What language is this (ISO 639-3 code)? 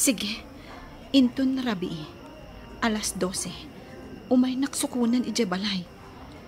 ilo